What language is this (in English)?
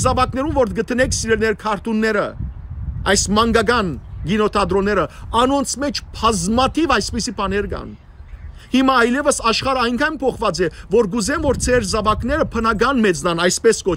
Western Armenian